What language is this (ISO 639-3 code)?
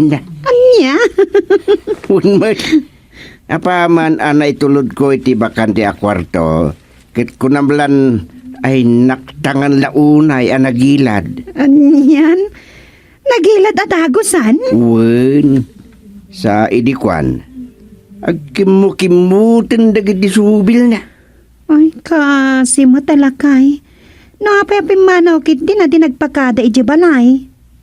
ilo